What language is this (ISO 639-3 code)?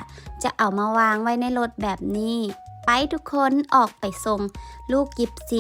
lao